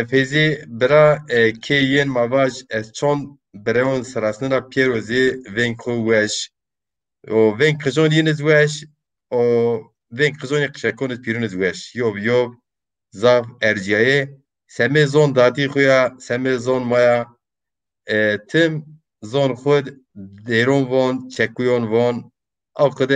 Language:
Zaza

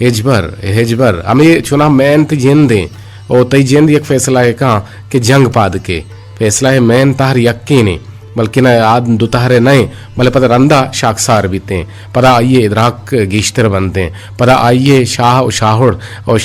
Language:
Eastern Balochi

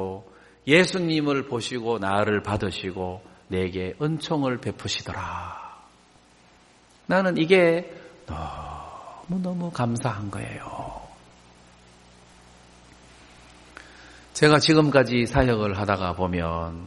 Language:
Korean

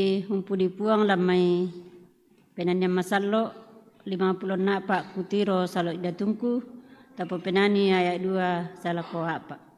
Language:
Toraja-Sa'dan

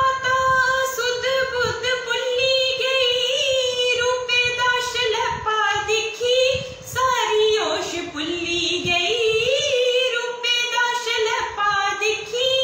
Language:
Dogri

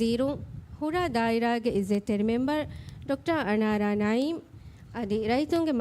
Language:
Divehi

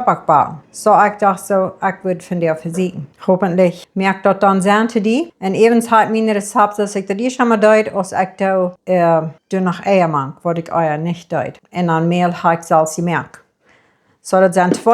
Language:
Plautdietsch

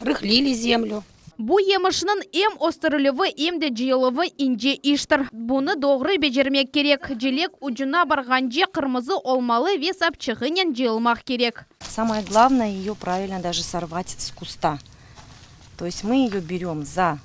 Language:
Crimean Tatar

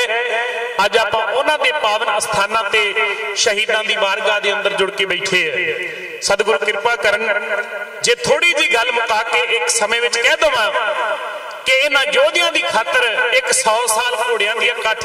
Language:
Punjabi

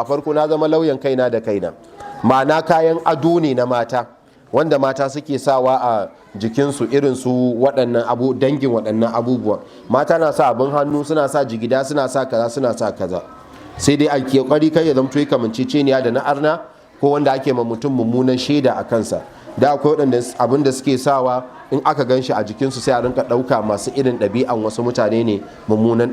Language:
Hausa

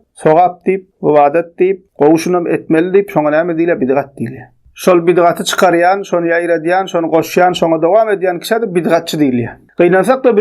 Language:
Turkmen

